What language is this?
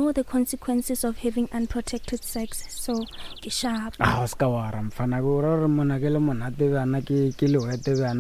Northern Sotho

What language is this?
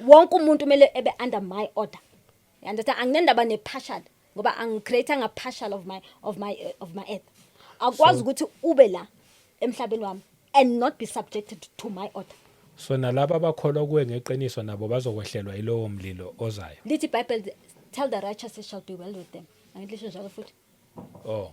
Zulu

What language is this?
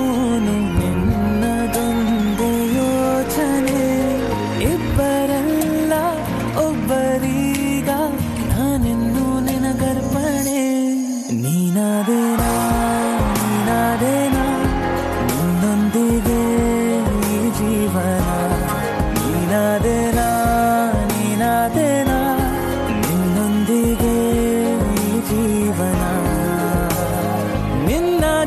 Kannada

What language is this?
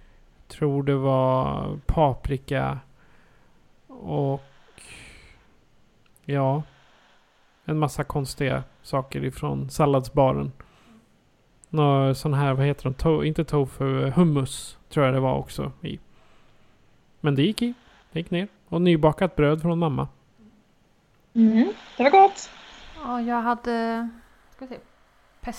Swedish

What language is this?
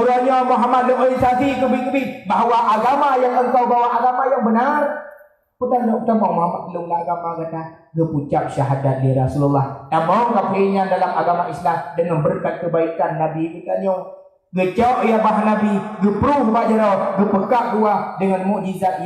Achinese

